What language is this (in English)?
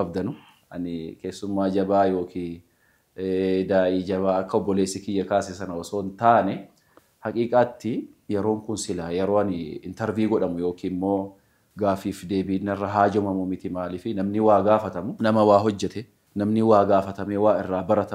Oromo